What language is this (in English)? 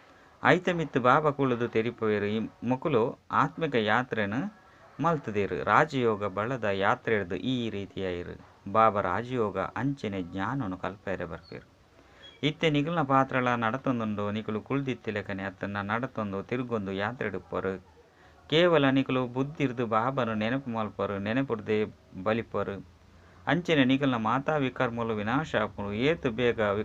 Tulu